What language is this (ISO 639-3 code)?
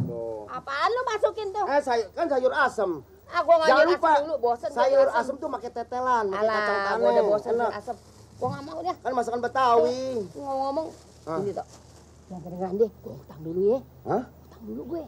bew